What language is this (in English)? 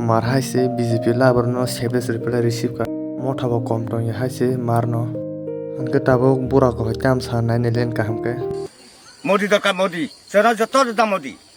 Kok Borok